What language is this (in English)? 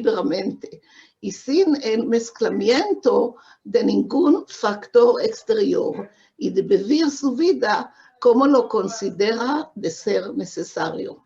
Ladino